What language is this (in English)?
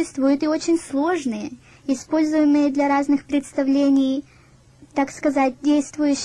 Russian